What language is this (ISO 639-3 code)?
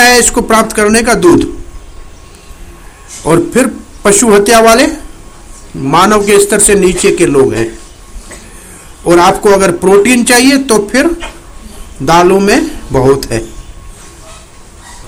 hin